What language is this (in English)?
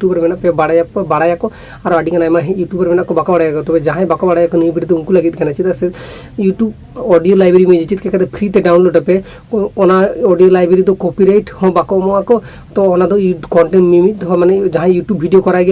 Santali